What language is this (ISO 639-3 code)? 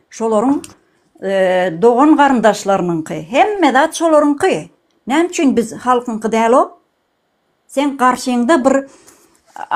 tuk